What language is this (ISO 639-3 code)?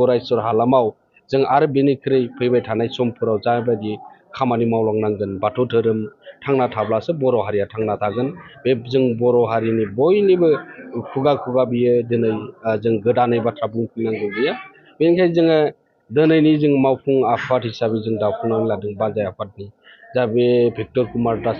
brx